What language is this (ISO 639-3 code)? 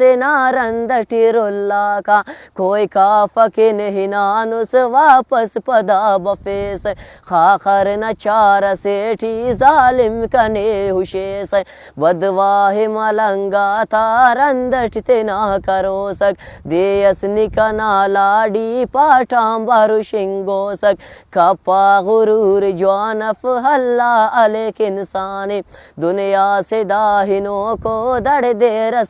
brh